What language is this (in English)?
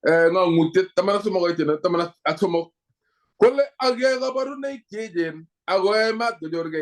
Kalenjin